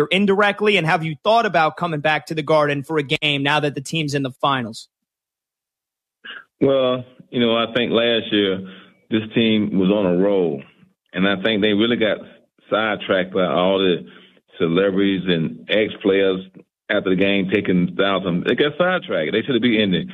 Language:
English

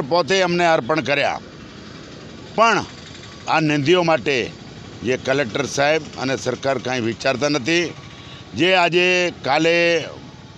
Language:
Gujarati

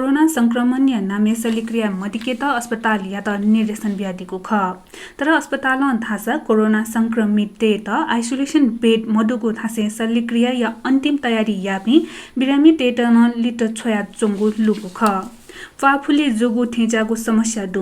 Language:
Newari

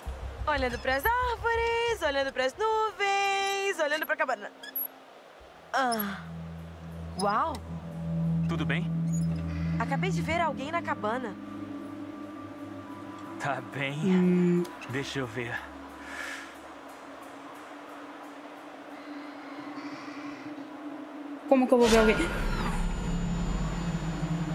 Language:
Portuguese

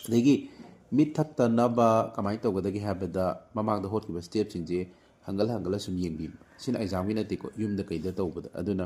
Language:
Manipuri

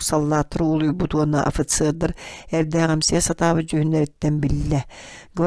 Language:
Yakut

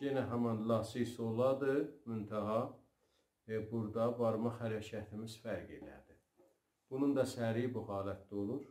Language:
South Azerbaijani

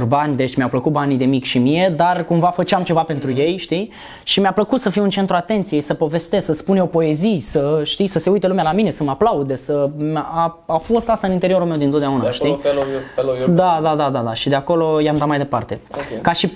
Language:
Romanian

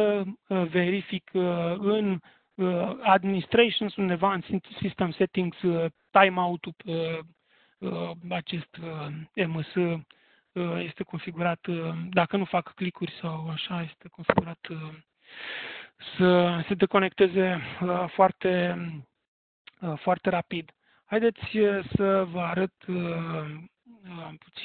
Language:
Romanian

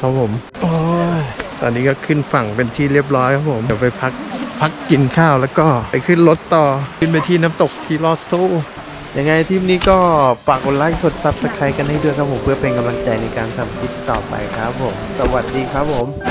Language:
Thai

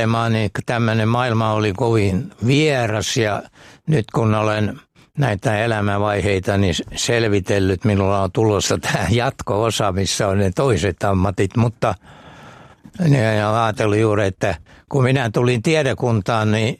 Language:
Finnish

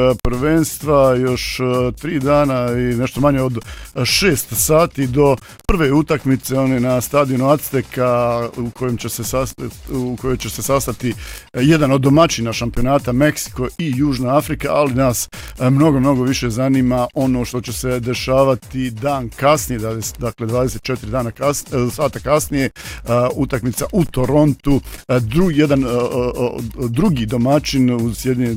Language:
Bosnian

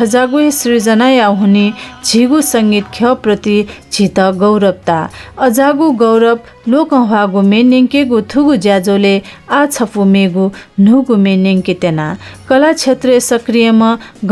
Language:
Newari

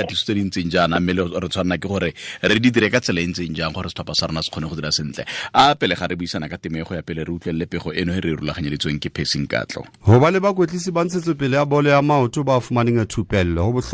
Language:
Tswana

